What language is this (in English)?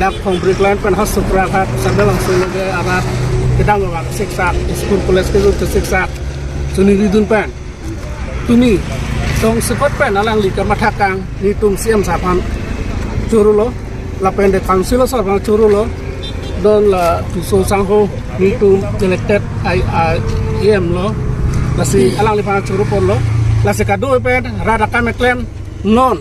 Karbi